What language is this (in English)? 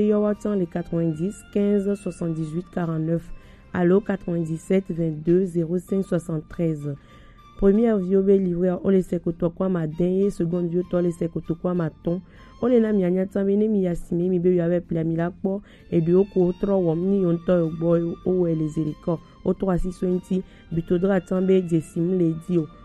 Gen